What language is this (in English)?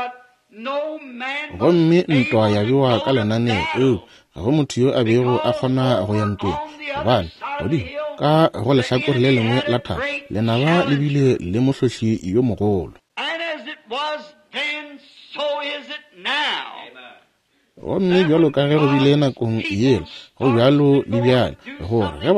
Northern Sotho